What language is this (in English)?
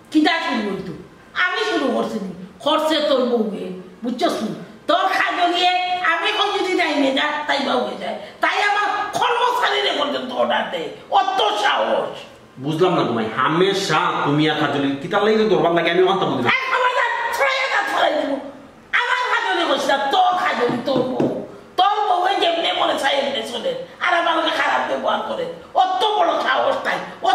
Sylheti